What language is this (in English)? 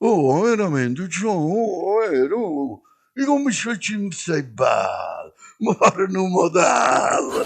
Neapolitan